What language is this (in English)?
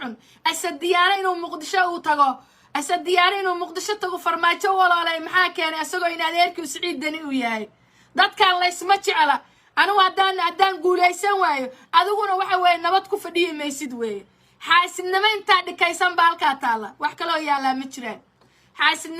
Somali